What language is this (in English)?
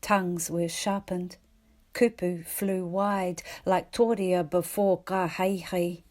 Māori